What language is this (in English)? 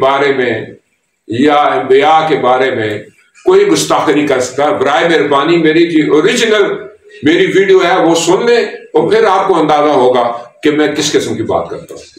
Urdu